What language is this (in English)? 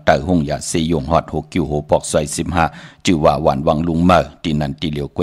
Shan